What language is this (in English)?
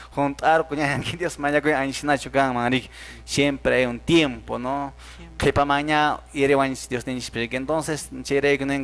Quechua